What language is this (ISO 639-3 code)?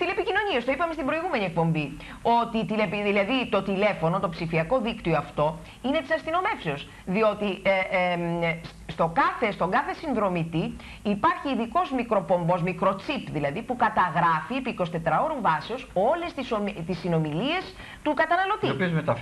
ell